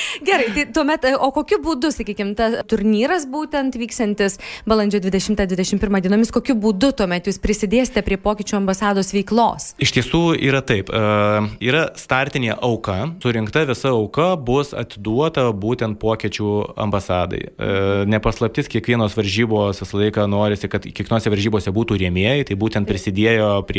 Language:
Lithuanian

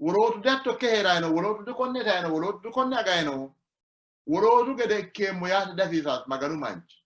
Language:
Sidamo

